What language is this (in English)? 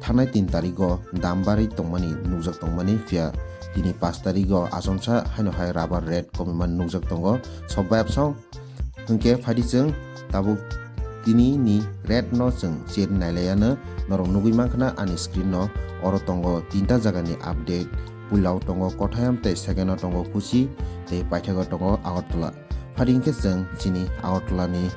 Kok Borok